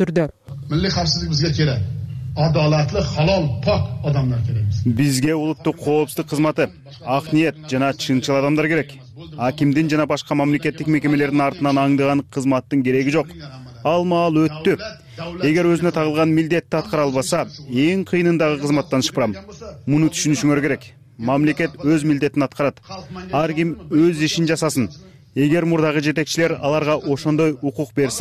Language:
Kyrgyz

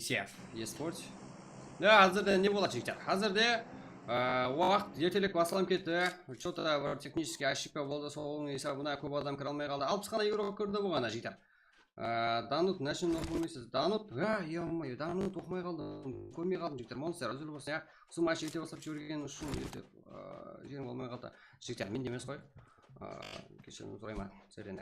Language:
Kara-Kalpak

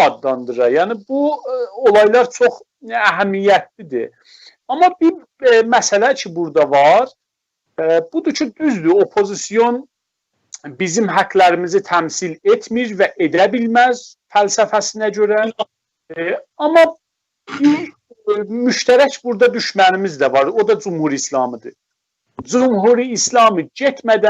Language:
South Azerbaijani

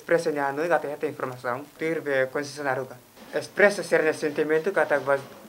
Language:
Tetum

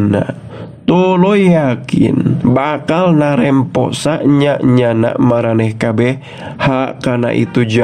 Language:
Sundanese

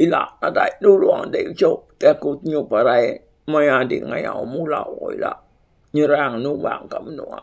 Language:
Iban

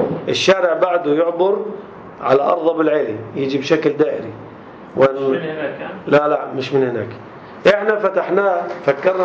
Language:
North Levantine Arabic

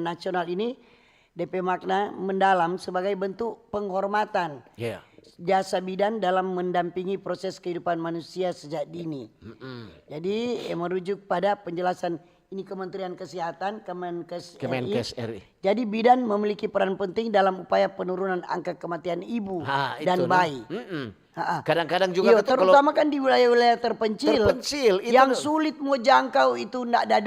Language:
Manado Malay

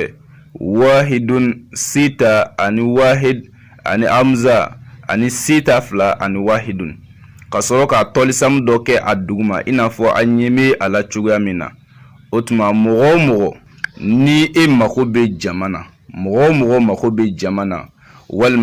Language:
Bambara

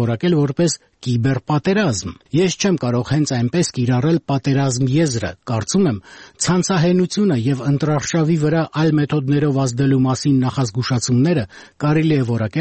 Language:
Armenian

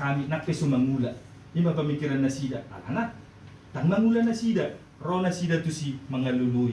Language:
Batak Toba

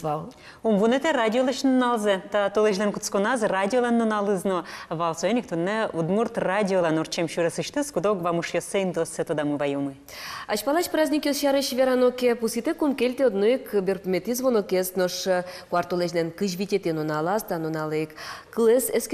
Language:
Udmurt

